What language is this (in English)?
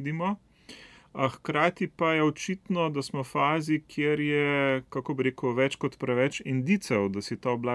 Slovenian